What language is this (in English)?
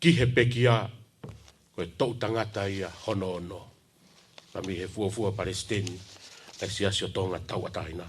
Tongan